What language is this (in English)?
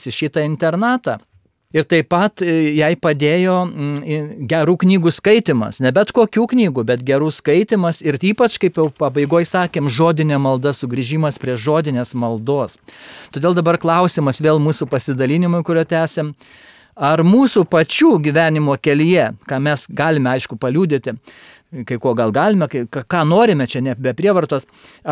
Lithuanian